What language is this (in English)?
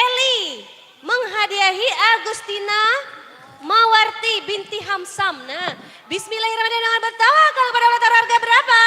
Banjar